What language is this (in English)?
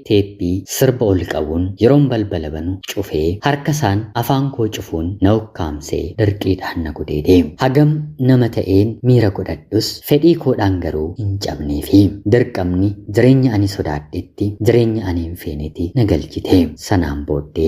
Oromo